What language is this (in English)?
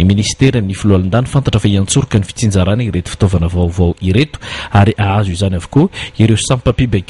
Malagasy